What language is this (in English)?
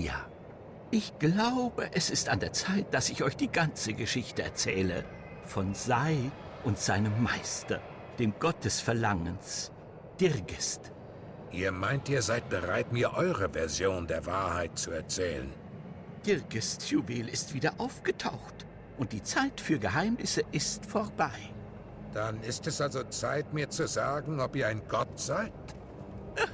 Swiss German